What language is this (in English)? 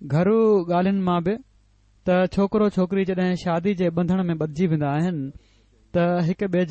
Sindhi